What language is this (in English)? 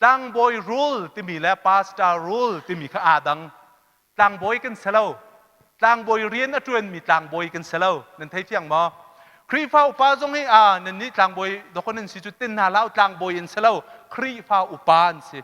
Hakha Chin